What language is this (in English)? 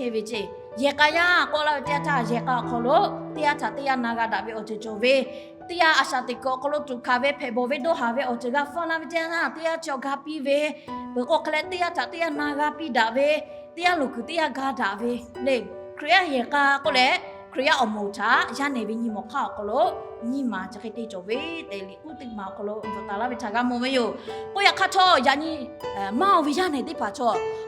Lahu